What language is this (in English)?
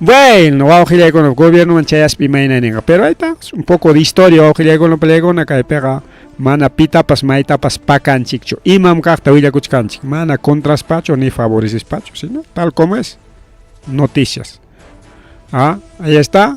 Ayacucho Quechua